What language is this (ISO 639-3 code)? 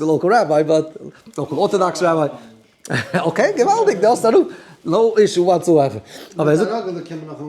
yid